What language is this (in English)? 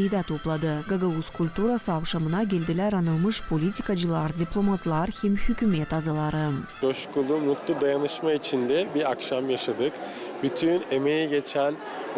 Gagauz